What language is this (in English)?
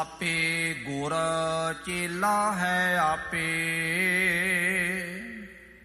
Punjabi